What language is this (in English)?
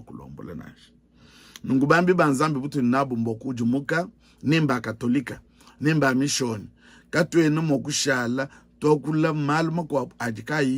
Luba-Lulua